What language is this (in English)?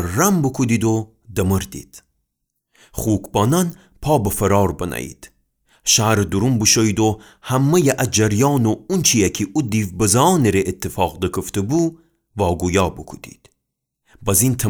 Gilaki